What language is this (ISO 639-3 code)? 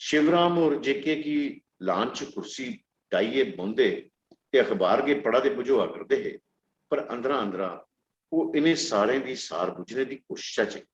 doi